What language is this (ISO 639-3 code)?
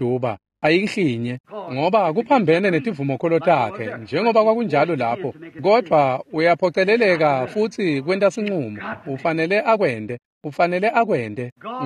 ssw